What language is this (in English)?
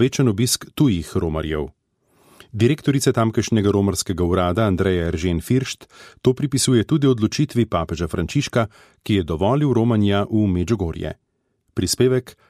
Slovenian